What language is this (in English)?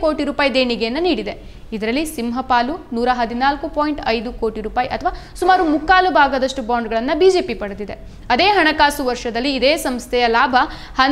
Kannada